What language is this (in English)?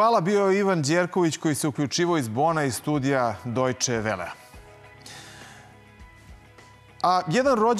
Serbian